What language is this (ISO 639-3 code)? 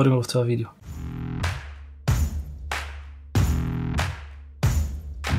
bul